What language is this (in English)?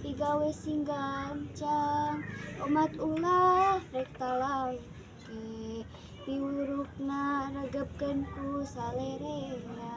Sundanese